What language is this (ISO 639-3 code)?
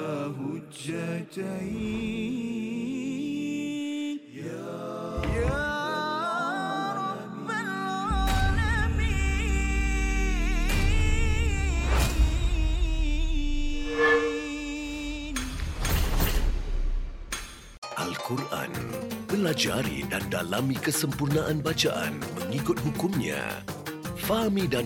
msa